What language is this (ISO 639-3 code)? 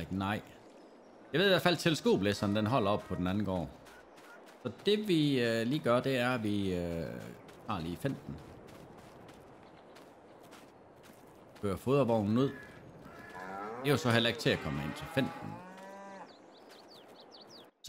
dan